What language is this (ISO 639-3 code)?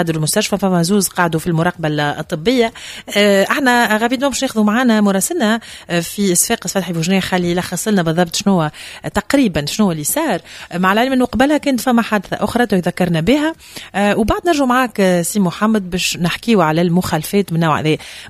aeb